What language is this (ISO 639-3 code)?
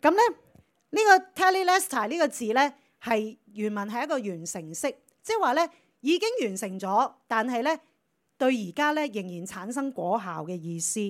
yue